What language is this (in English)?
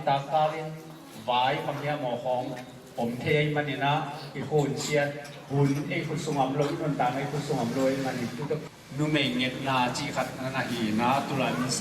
Tedim Chin